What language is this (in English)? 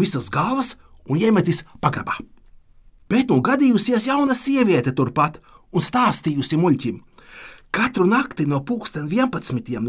Latvian